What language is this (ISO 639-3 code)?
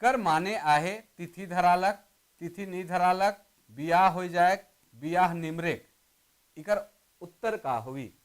sck